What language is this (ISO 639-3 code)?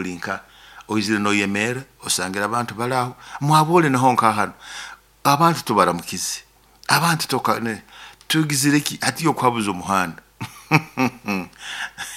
nyo